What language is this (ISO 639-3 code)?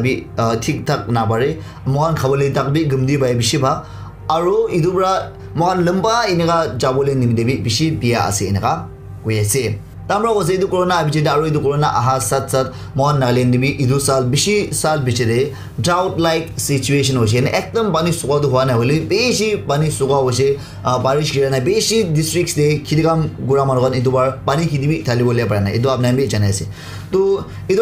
nag